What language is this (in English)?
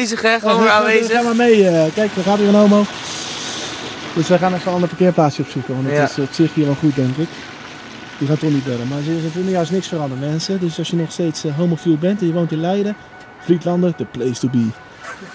Dutch